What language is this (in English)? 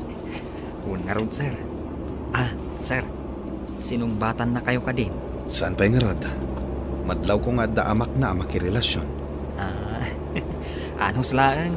Iloko